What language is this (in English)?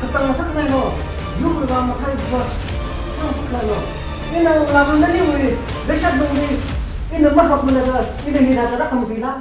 Tangkhul Naga (India)